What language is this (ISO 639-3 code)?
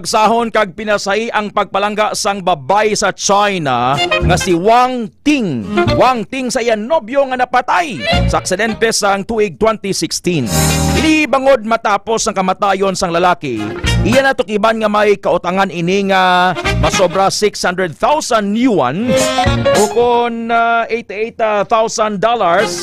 hil